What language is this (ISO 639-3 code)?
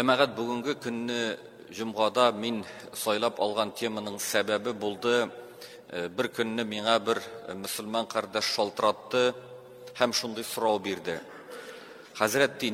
tat